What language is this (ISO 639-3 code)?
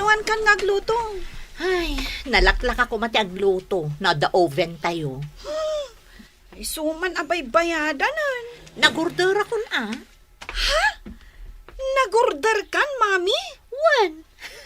ilo